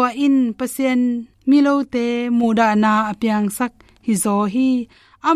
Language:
Tedim Chin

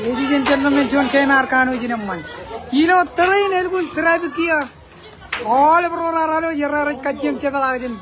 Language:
Marshallese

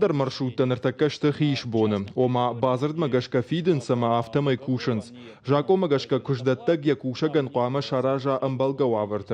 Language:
Ossetic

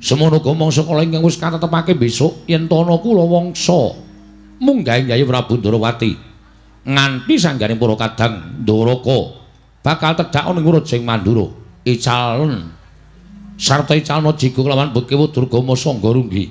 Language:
Javanese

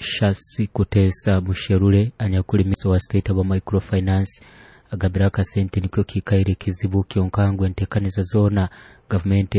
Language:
Nyoro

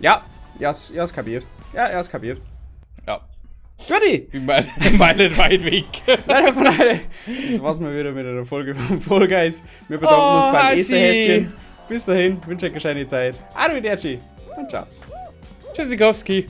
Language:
Bavarian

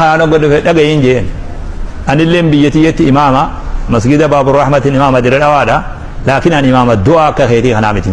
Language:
Oromo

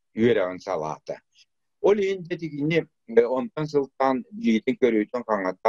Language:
Yakut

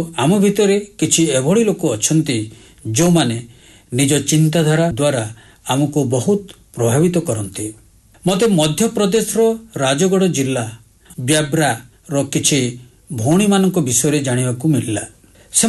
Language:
Odia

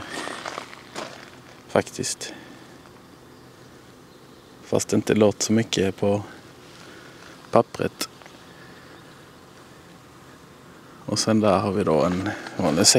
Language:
Swedish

